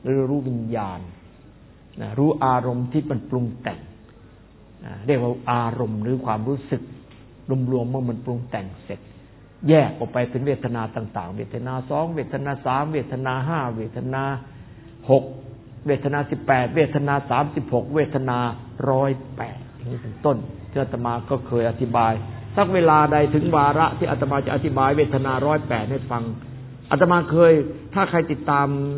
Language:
Thai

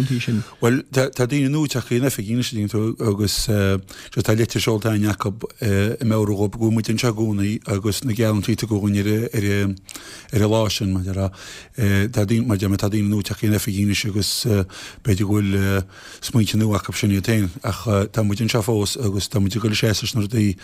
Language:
Irish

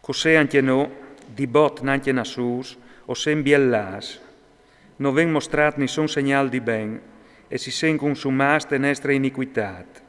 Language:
Friulian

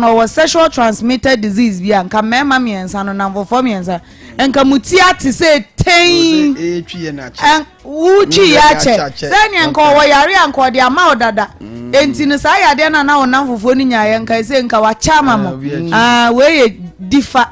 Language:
Akan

